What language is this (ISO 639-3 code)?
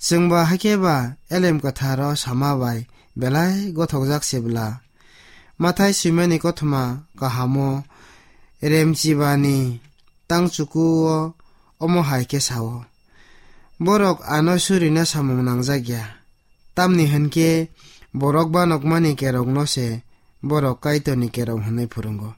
trp